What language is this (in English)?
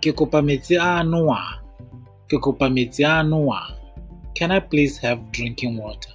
Tswana